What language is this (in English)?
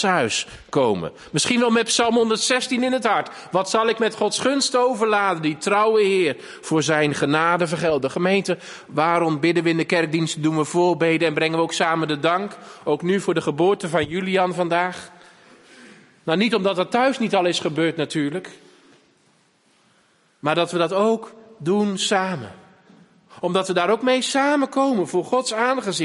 Dutch